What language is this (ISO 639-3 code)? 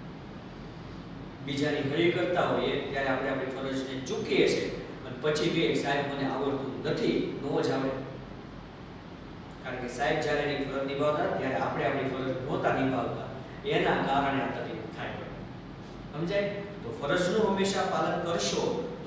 guj